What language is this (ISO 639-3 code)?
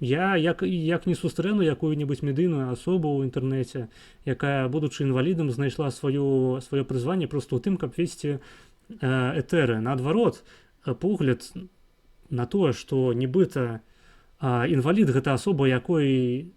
bel